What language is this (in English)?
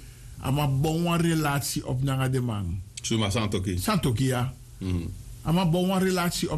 Sranan Tongo